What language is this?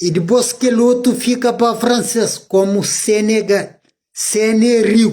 Kabuverdianu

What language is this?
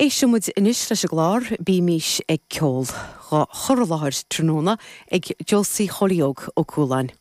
Irish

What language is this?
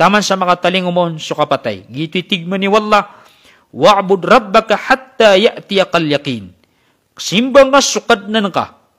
Maranao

